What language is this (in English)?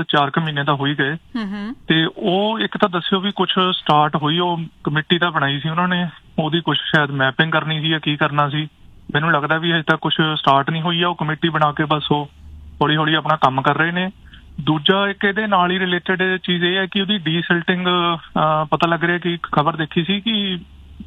Punjabi